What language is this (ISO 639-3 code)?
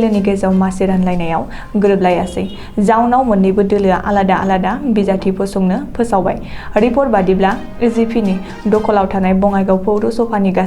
brx